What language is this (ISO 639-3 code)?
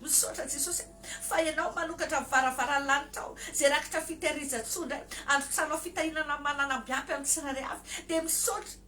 mlg